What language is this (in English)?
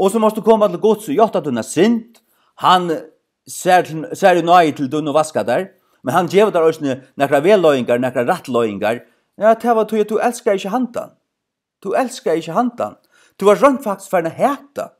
Faroese